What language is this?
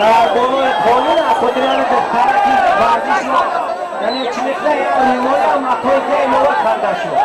Tajik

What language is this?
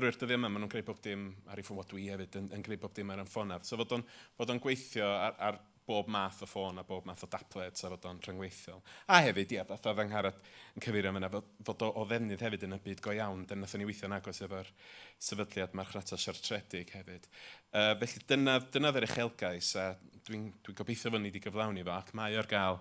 Welsh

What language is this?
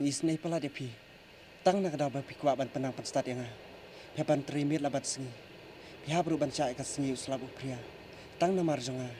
Khasi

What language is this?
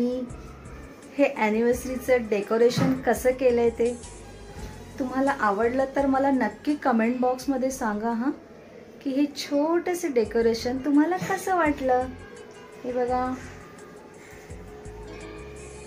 Marathi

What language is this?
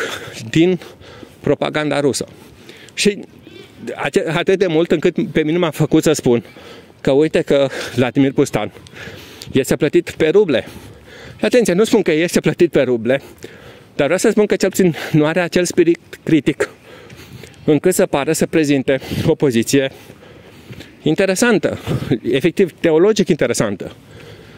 Romanian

